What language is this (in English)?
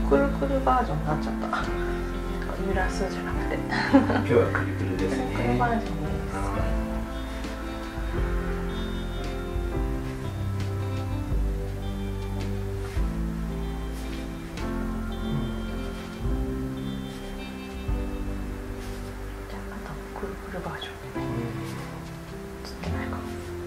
Japanese